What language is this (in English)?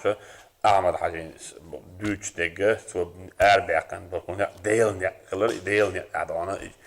Chechen